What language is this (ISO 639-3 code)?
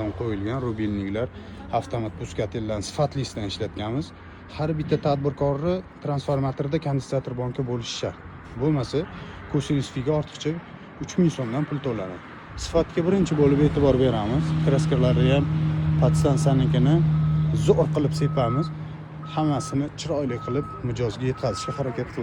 uzb